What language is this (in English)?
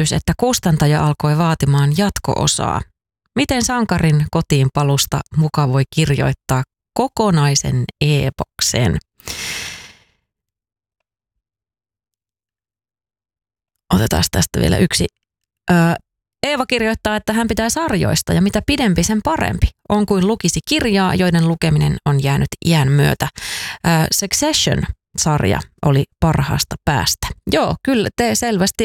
Finnish